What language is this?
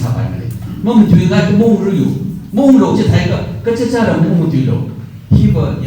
Tangkhul Naga (India)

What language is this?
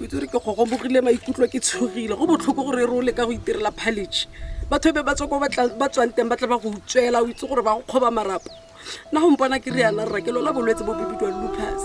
Tswana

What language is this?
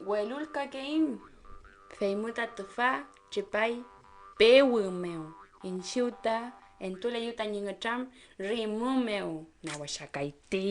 Mapuche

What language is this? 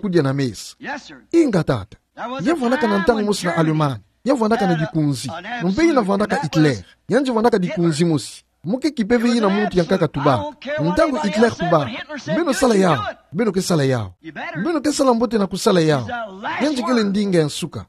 Kituba (Democratic Republic of Congo)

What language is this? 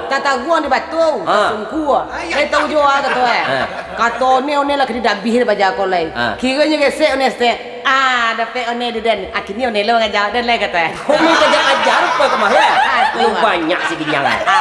Minangkabau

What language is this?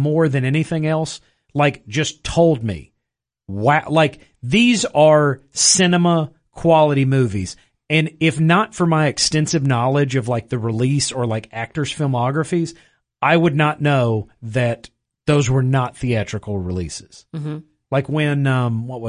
English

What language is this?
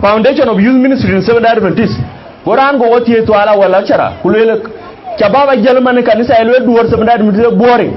Dinka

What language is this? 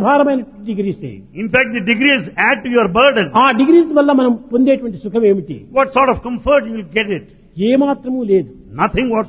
Telugu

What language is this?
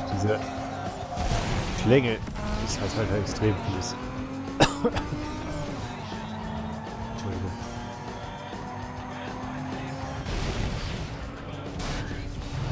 German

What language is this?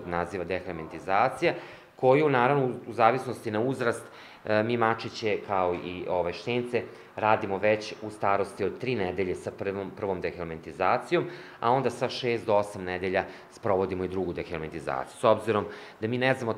Serbian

